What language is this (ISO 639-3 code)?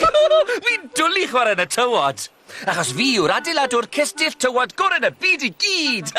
cym